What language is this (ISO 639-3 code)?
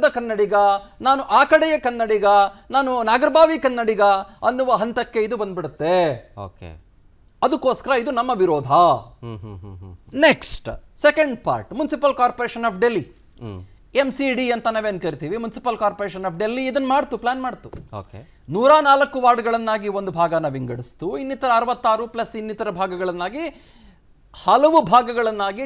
kan